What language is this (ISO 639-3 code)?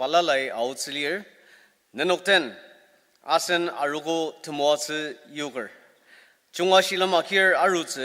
njo